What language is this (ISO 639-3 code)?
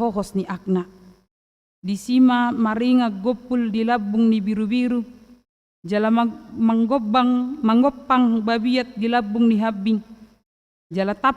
bbc